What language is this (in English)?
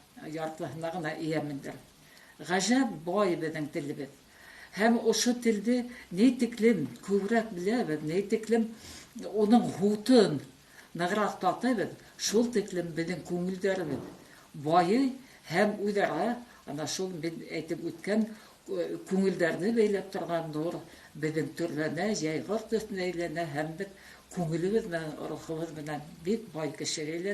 Bashkir